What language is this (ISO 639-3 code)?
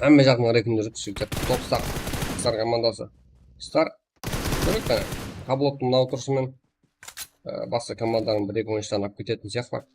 kaa